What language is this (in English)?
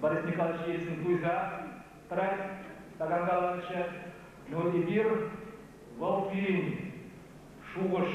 Chuvash